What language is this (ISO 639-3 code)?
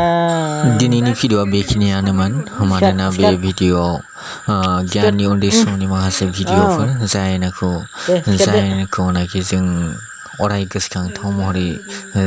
brx